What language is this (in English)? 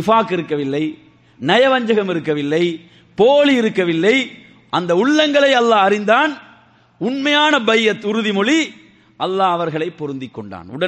Tamil